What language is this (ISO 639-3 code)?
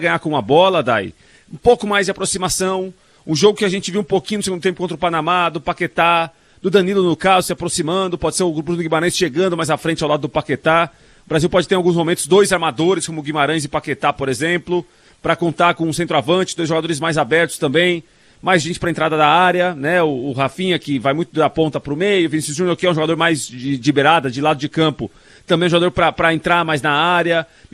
por